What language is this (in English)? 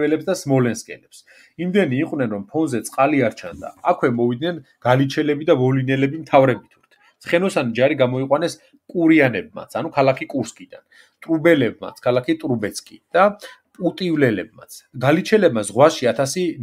Georgian